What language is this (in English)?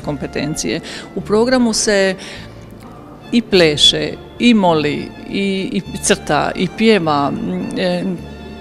Croatian